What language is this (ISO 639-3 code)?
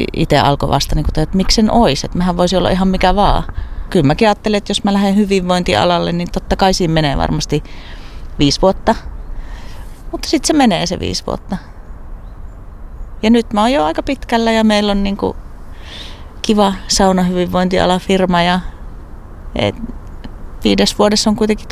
fin